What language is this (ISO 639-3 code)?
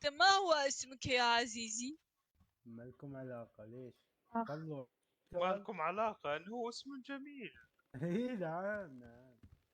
acm